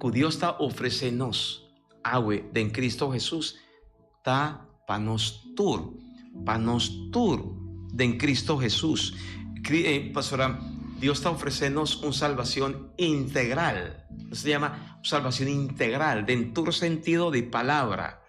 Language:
Papiamento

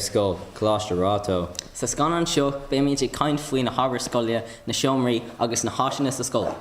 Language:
Irish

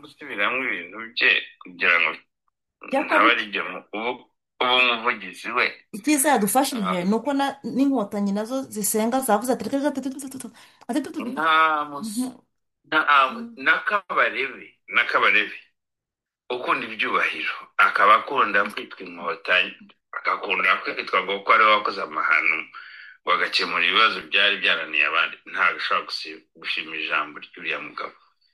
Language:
Kinyarwanda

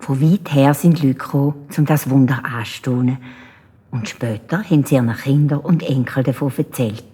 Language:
Swiss German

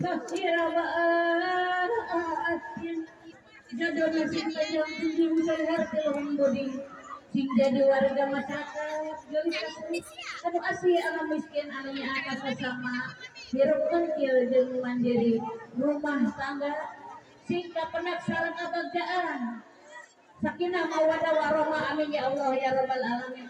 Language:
Sundanese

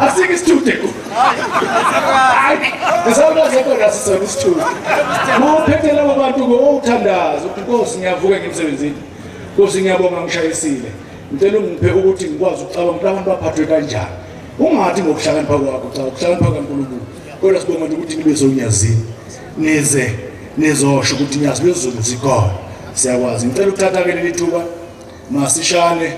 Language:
Zulu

